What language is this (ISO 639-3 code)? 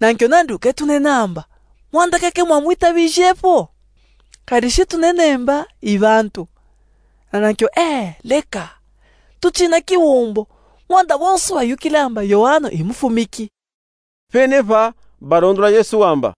lub